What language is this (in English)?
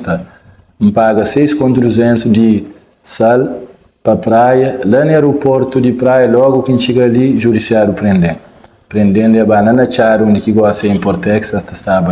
Kabuverdianu